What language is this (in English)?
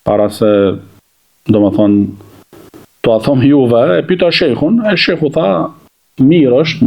Albanian